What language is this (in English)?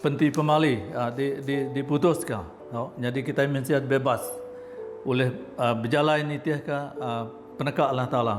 Iban